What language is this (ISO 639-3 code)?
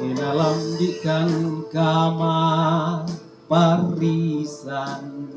sda